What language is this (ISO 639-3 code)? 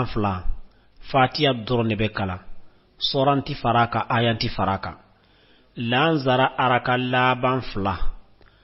bam